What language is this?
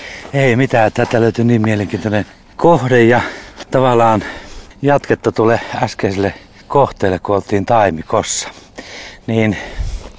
Finnish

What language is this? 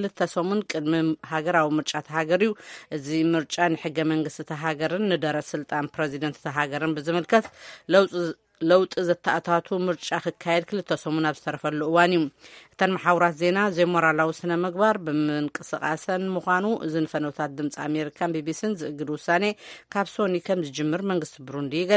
Tigrinya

